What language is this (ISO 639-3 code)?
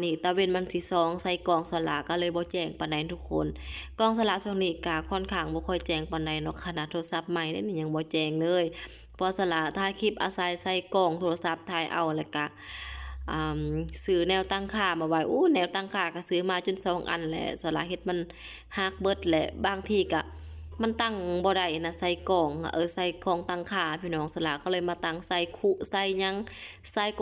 lao